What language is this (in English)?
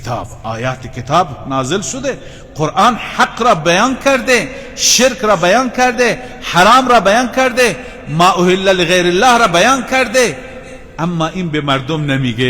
Persian